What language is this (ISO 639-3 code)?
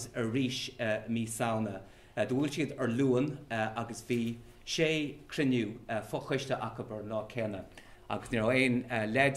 gle